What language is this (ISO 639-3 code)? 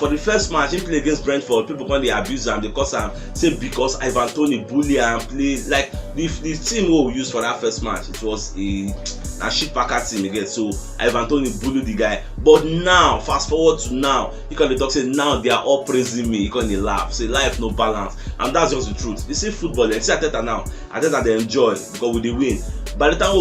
pcm